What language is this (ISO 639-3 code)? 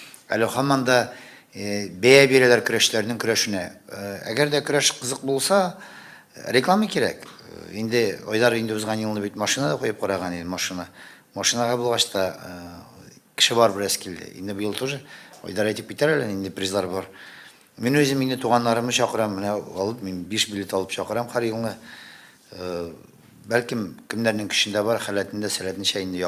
tat